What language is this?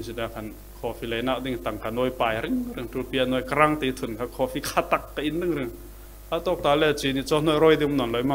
Falam Chin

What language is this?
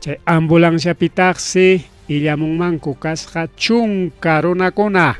Ayacucho Quechua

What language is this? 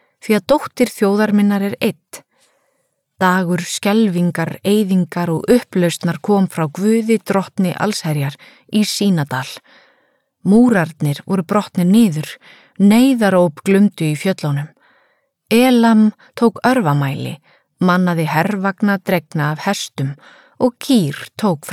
Icelandic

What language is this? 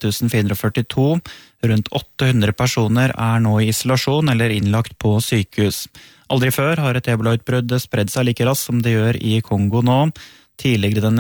Norwegian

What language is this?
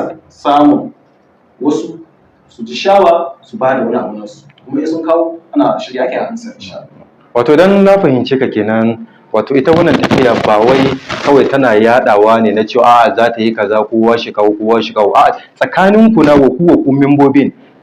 Hausa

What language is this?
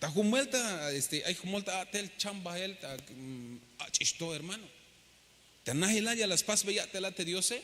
Tzeltal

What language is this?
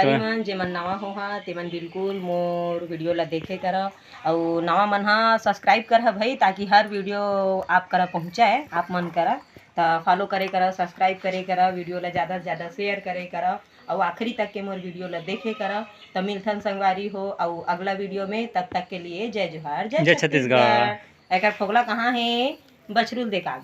Chhattisgarhi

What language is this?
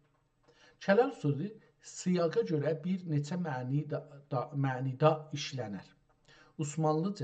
South Azerbaijani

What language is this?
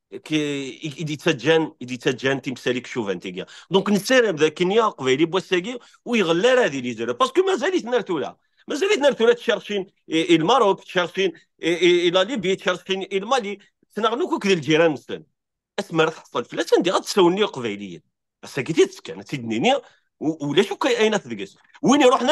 Kabyle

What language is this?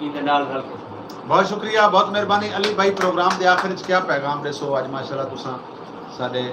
Saraiki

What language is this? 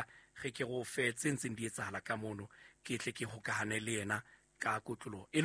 Southern Sotho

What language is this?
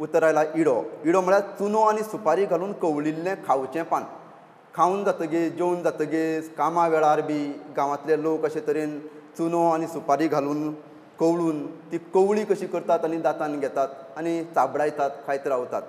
Konkani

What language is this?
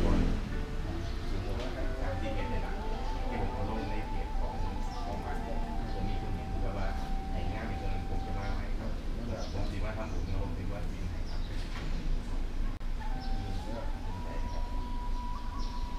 Thai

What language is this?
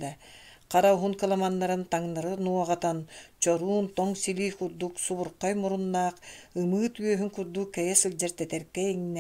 Yakut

